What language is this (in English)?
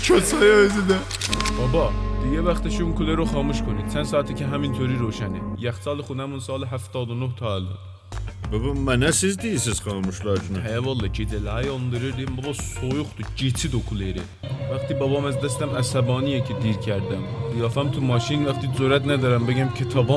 South Azerbaijani